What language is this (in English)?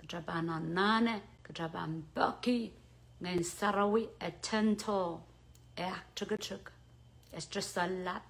Pohnpeian